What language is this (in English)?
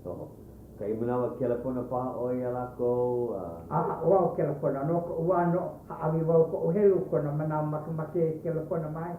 Hawaiian